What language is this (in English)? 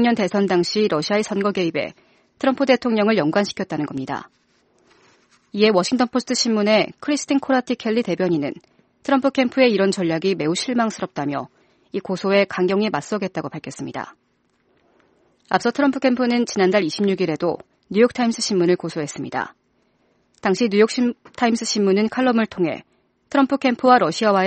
Korean